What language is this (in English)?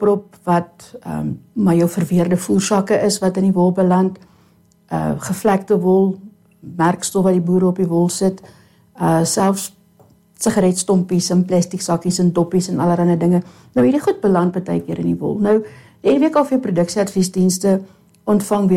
Afrikaans